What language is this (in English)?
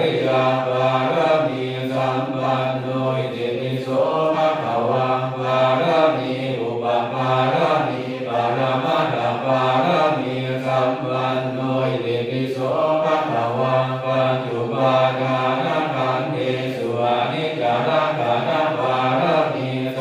Pali